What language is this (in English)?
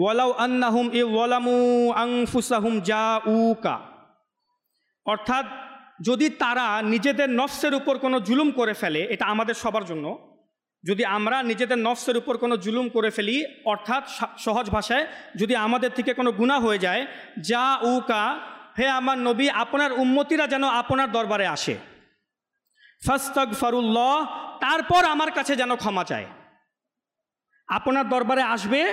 Bangla